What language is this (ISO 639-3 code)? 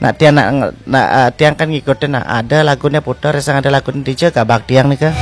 ban